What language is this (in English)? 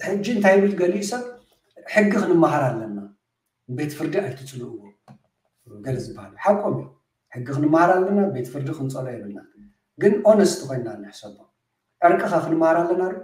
Tigrinya